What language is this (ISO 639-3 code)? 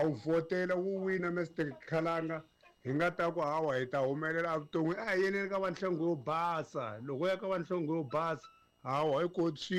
tso